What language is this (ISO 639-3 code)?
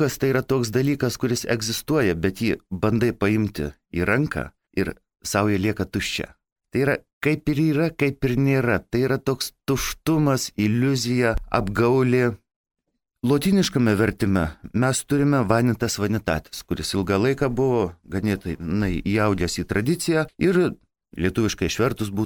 lit